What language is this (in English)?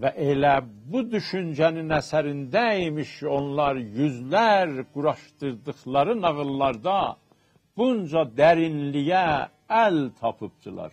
South Azerbaijani